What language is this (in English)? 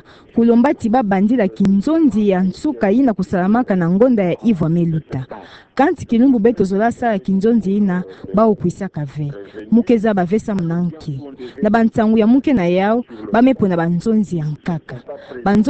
Kituba (Democratic Republic of Congo)